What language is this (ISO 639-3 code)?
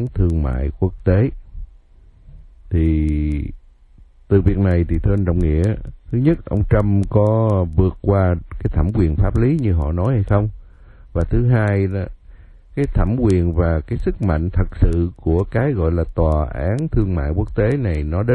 vie